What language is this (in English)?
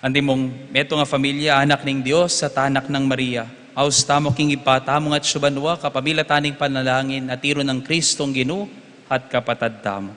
Pampanga